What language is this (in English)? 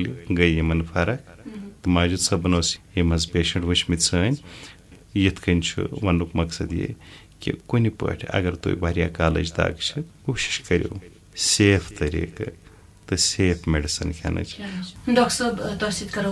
Kashmiri